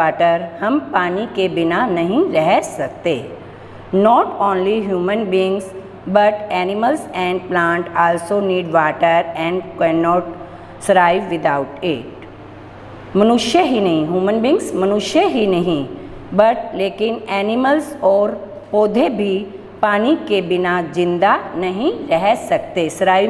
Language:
Hindi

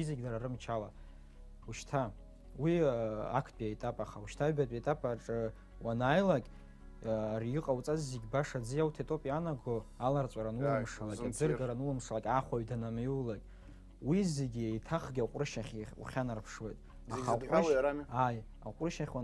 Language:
Abkhazian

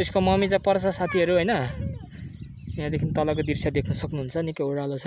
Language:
Nepali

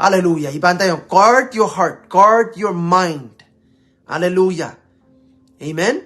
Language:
Pohnpeian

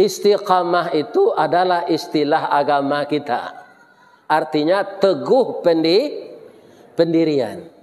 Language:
Minangkabau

